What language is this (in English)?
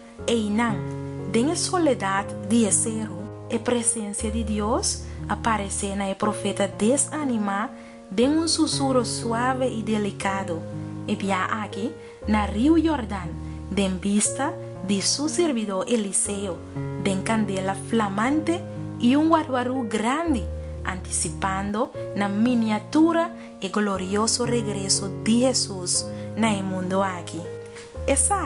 Papiamento